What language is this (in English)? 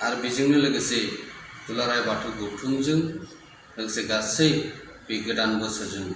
Bodo